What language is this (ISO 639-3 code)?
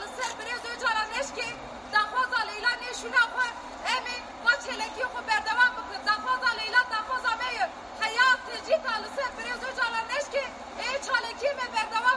kur